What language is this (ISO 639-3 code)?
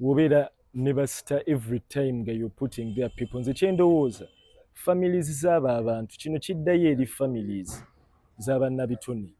lug